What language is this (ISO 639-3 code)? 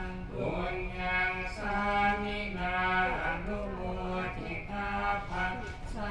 pli